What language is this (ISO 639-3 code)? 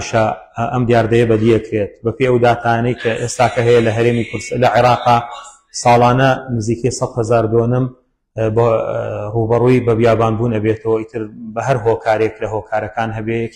ckb